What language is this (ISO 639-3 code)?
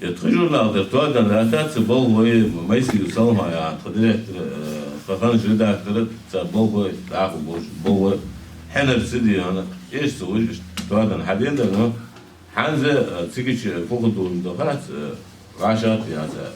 inh